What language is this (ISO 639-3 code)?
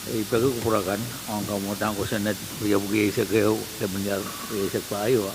pon